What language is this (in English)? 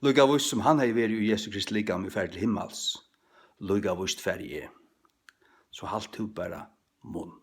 Faroese